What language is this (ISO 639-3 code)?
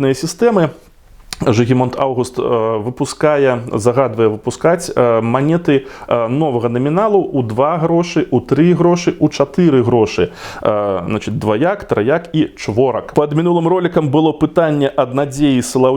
bel